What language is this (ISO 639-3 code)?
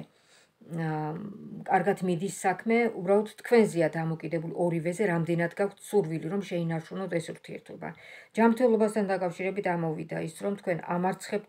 kat